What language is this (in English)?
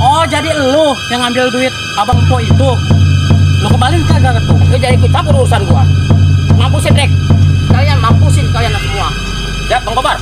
Betawi